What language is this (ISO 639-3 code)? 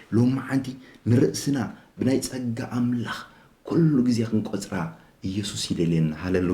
tir